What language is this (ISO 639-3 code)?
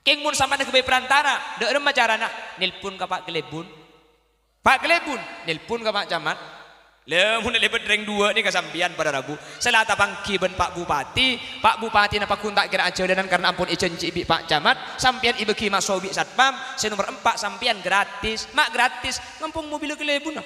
mad